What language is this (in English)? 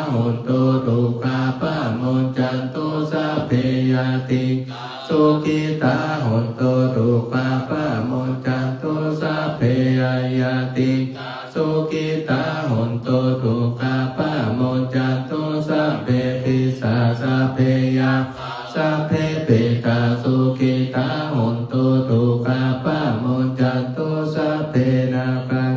Pali